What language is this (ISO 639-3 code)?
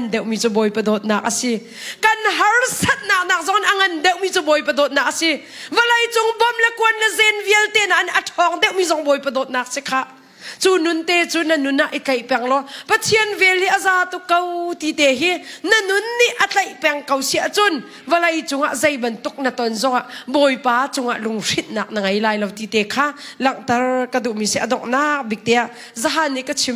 cnh